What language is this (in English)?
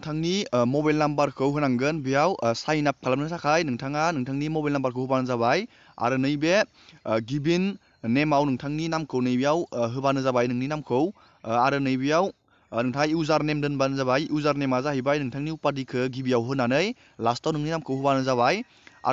Bodo